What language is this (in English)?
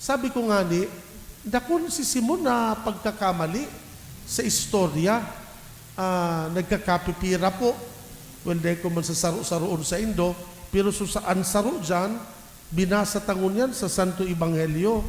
Bikol